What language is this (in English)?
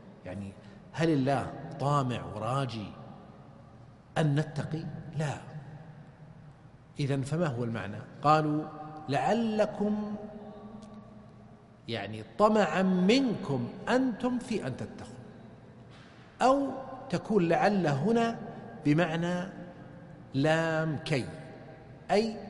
Arabic